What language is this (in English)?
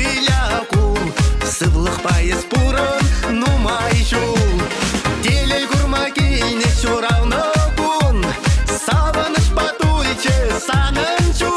Chuvash